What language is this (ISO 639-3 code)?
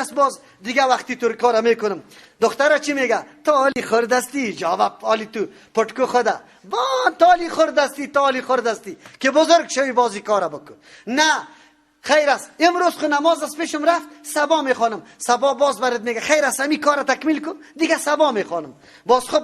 fas